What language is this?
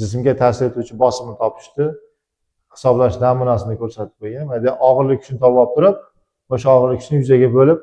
Uzbek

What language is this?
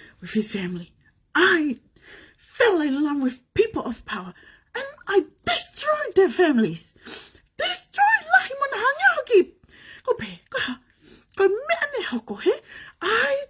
Tongan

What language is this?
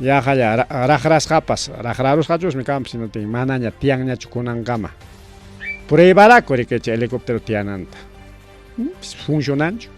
Ayacucho Quechua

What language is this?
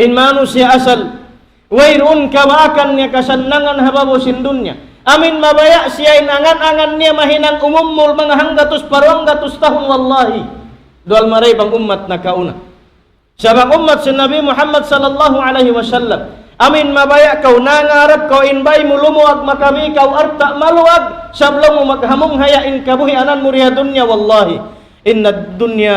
Tausug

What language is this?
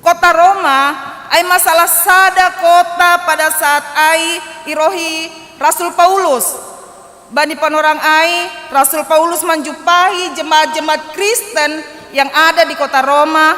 Batak Simalungun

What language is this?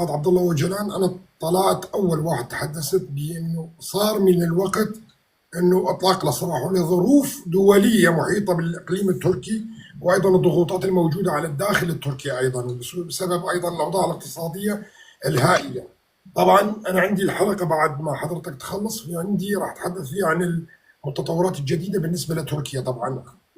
North Levantine Arabic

